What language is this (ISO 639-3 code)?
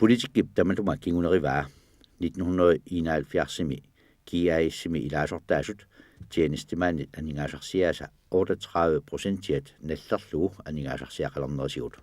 kal